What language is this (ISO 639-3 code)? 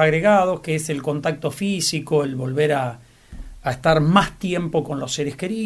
spa